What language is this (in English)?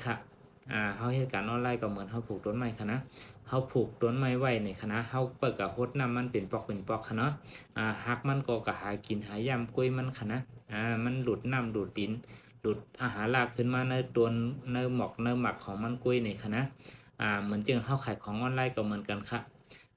Shan